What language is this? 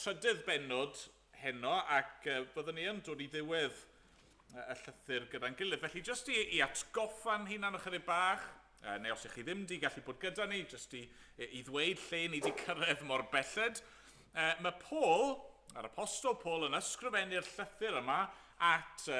Welsh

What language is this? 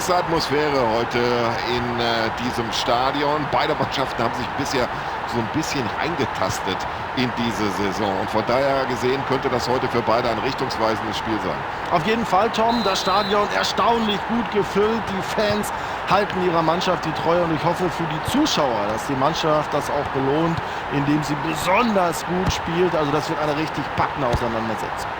Bavarian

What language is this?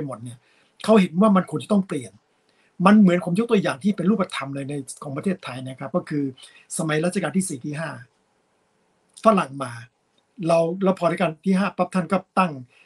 Thai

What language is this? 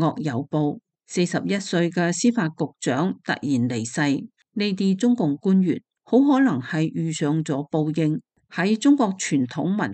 Cantonese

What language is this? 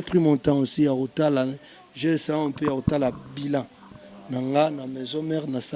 Lingala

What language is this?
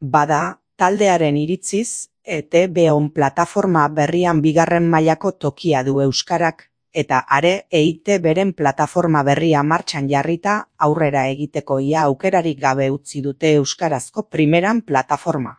Basque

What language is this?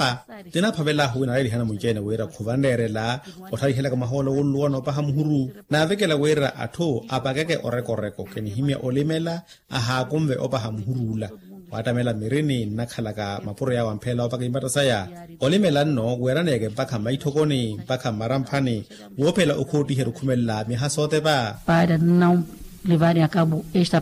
Makhuwa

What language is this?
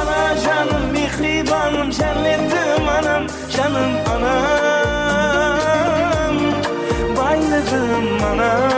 Kara-Kalpak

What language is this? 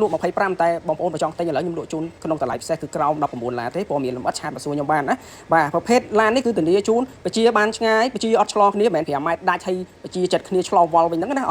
Khmer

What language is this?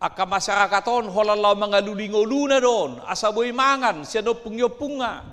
Batak Toba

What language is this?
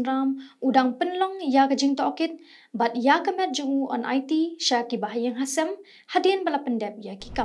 Khasi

